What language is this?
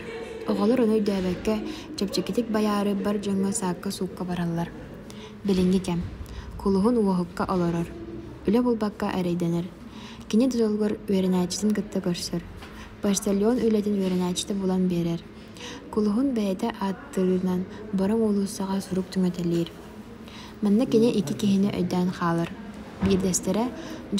Yakut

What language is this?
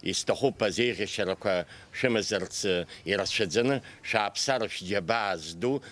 Abkhazian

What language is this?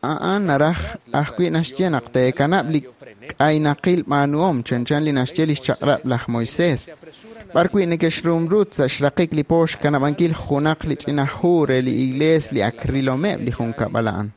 Kekchí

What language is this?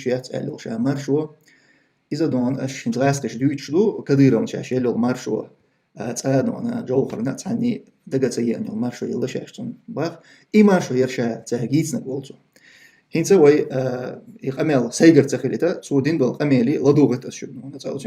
Chechen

